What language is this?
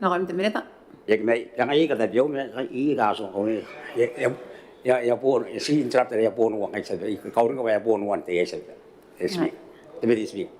Gilbertese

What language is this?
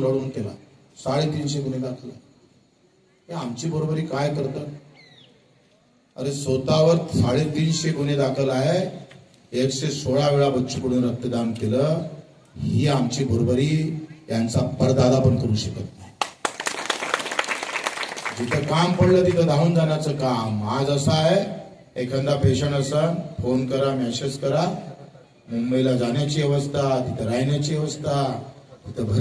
Marathi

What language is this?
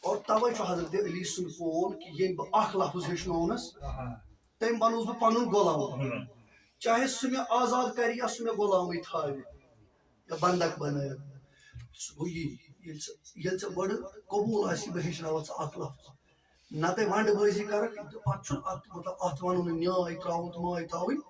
Kashmiri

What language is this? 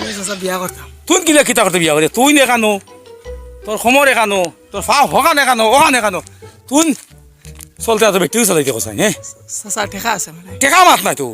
Sylheti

